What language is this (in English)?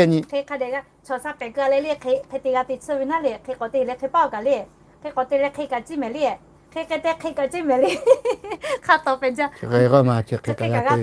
Lahu